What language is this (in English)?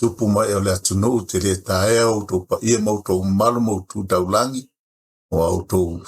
Samoan